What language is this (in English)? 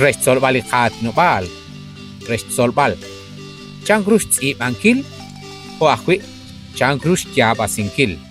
Kekchí